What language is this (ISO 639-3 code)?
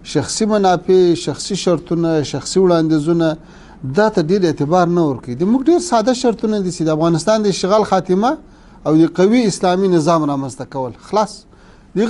pus